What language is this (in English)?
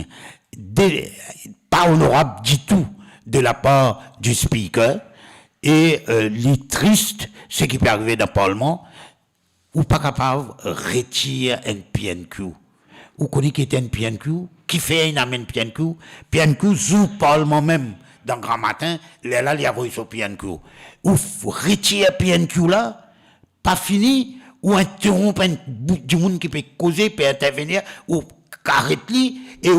Morisyen